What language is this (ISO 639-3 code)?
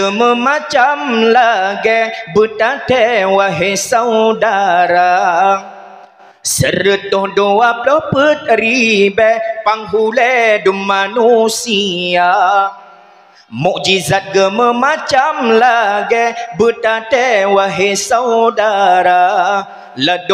ace